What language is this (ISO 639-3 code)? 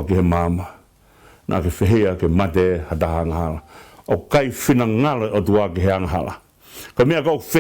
ton